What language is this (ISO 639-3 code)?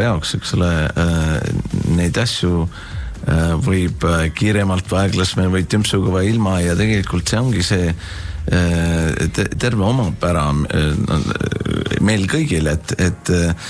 est